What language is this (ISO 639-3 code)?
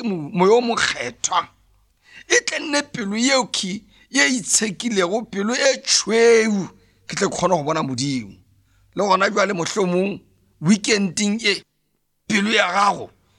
nso